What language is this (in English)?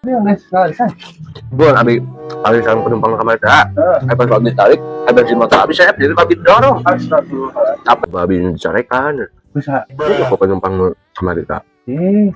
Sundanese